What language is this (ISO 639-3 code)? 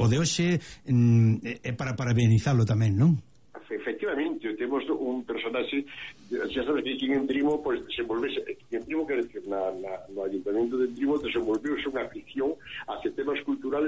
glg